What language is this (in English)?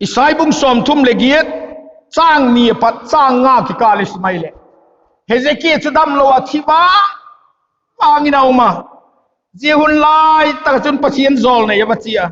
Vaiphei